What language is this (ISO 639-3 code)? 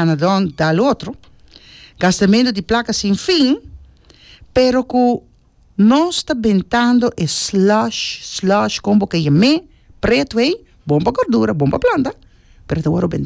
pap